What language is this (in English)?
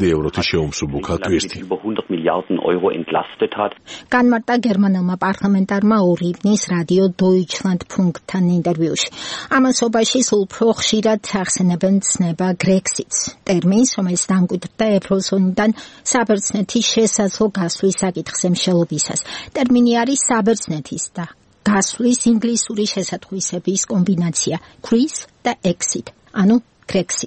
Georgian